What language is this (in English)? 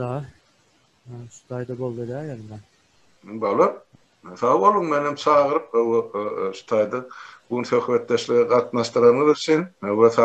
Turkmen